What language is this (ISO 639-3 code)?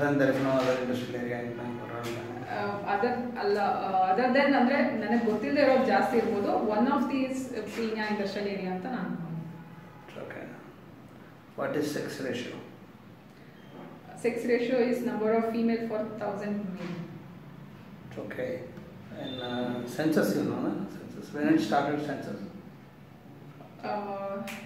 kan